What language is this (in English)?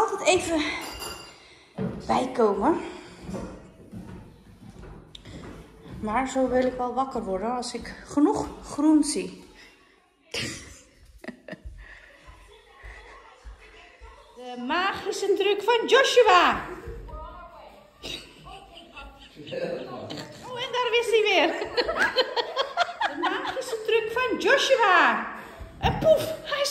Dutch